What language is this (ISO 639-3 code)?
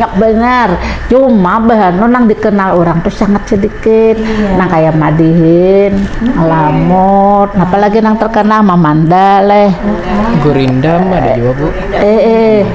bjn